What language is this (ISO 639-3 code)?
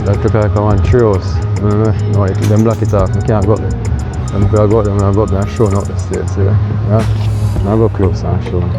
jam